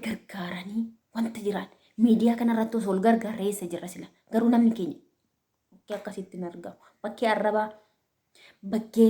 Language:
Oromo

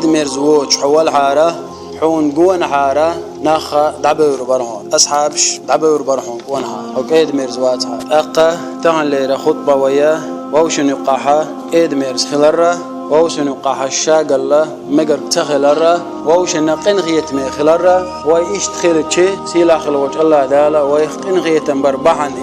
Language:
Chechen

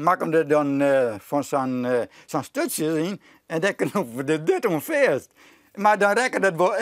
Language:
Western Frisian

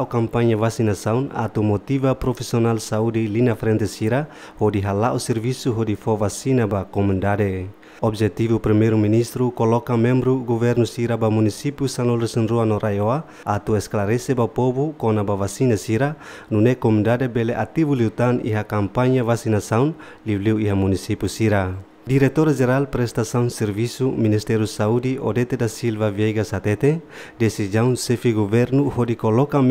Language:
Tetum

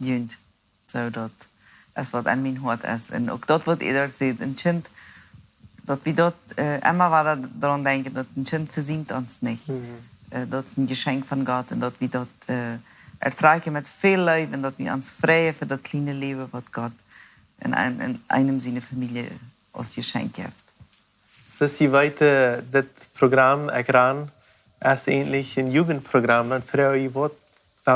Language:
Plautdietsch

